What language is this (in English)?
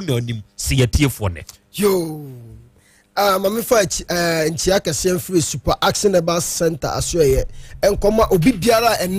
Akan